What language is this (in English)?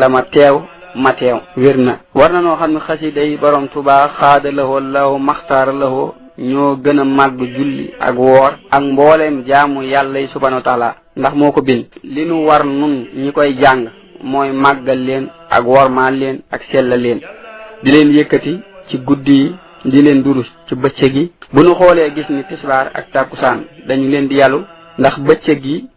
Wolof